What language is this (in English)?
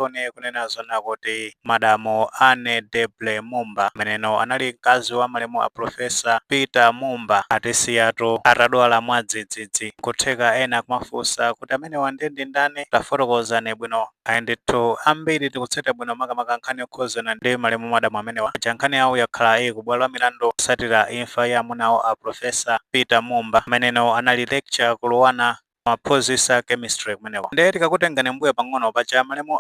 Nyanja